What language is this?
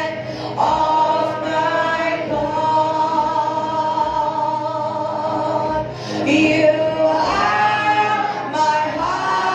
Konkani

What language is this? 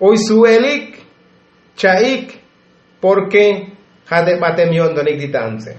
Tzotzil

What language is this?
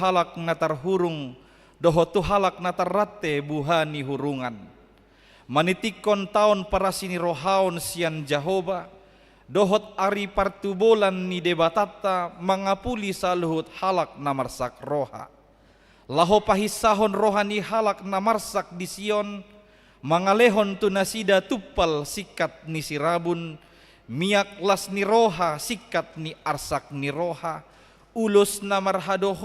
Batak Toba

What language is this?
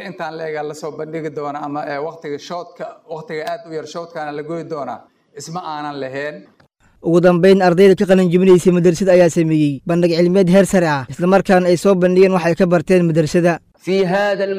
Somali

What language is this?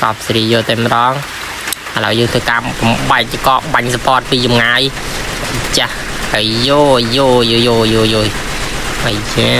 Khmer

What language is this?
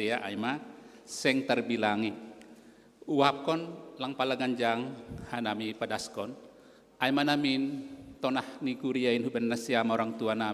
Batak Simalungun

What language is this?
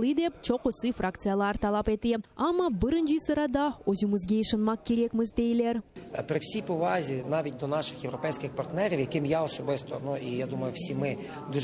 Crimean Tatar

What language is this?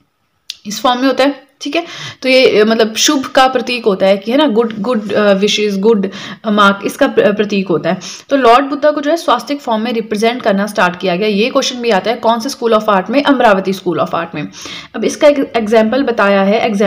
Hindi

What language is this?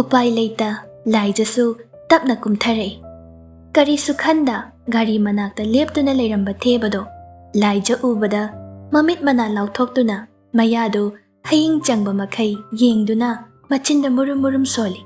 Manipuri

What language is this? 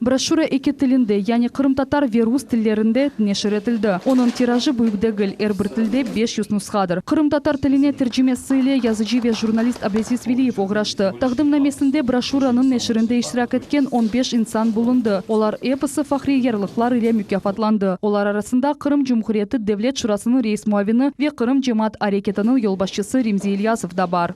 Crimean Tatar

